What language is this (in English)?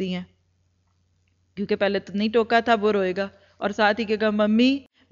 Urdu